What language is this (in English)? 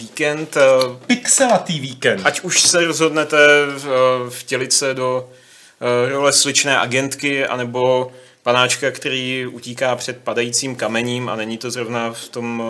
Czech